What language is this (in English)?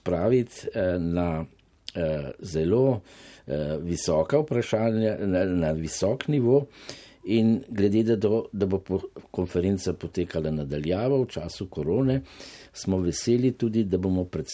Slovenian